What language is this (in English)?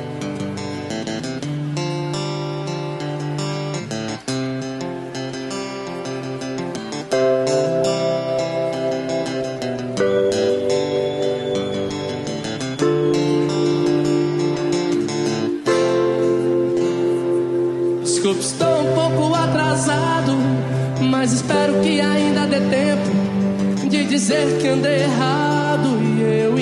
Portuguese